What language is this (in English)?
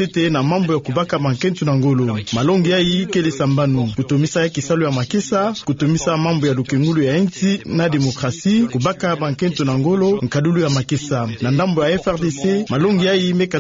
Kituba (Democratic Republic of Congo)